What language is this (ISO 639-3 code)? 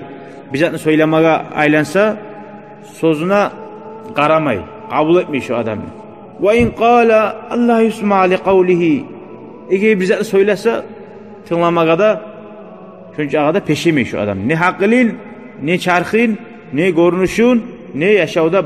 kum